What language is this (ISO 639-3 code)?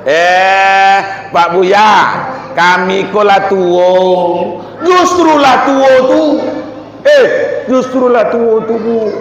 min